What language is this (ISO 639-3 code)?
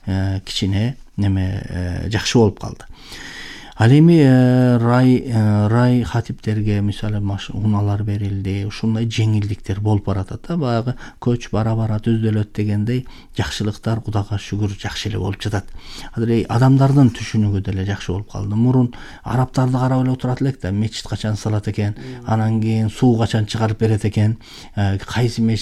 kir